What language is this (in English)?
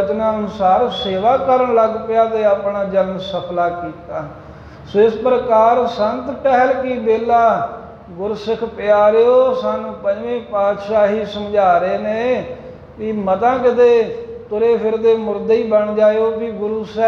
Punjabi